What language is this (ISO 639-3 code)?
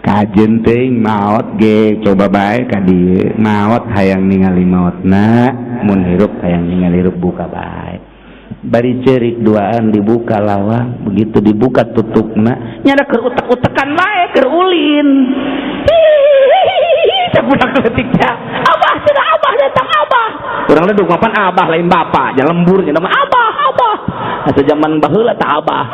sun